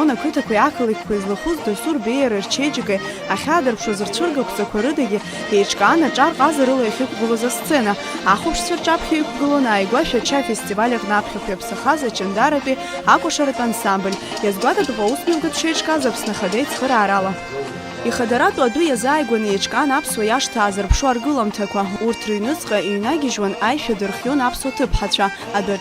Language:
Abkhazian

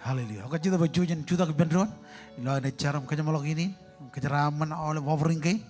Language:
Marshallese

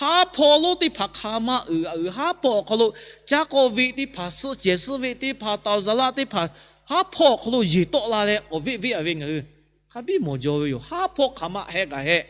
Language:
Lahu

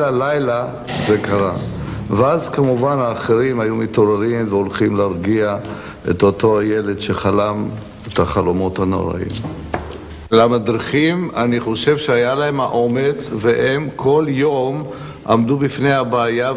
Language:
Hebrew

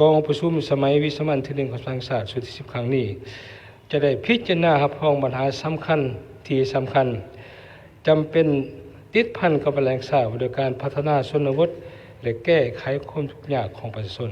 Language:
Lao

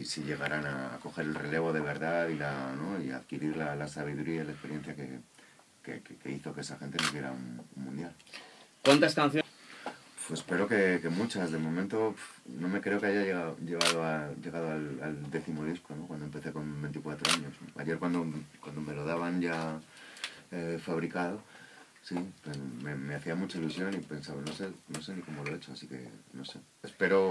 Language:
Spanish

